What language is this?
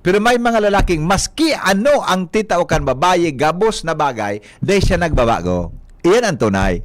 Bikol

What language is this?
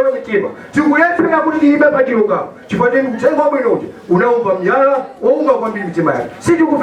Nyanja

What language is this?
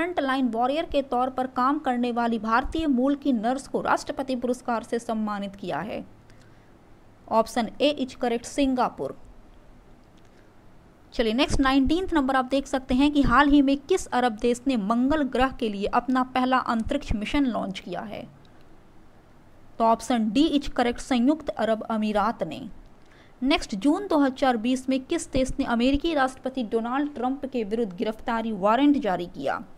Hindi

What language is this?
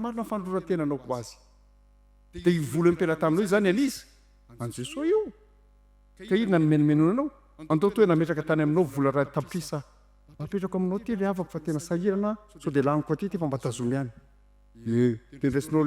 Malagasy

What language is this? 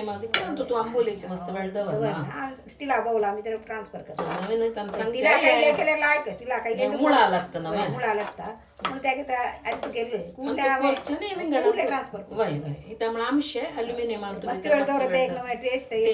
Konkani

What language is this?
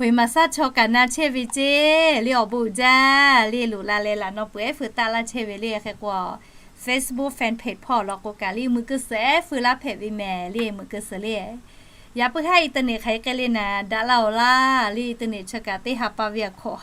Lahu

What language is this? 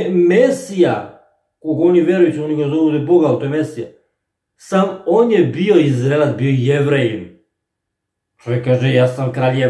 Serbian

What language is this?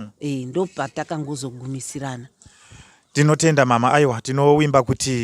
Shona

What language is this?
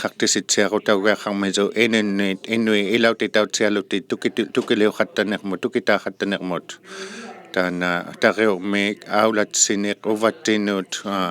Inuktitut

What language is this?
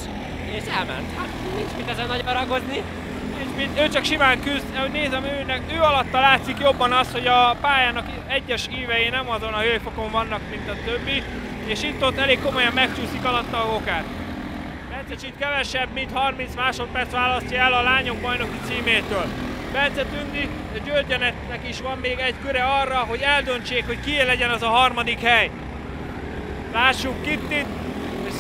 Hungarian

